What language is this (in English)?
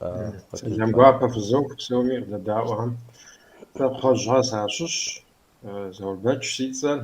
Kabardian